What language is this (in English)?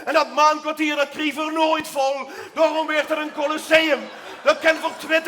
Limburgish